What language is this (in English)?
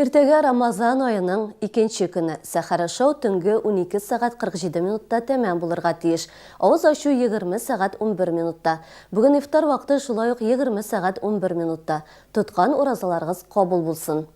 Tatar